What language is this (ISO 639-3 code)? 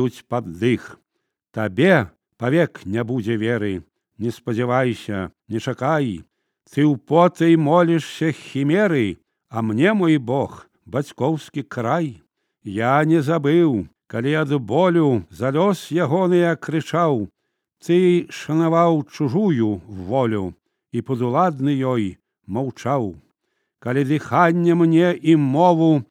bel